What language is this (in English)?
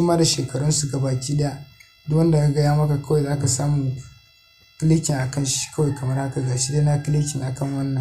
Hausa